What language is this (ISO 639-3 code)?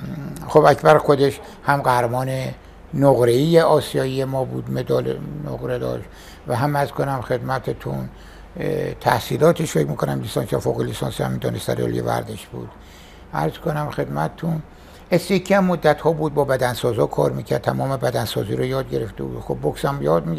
fas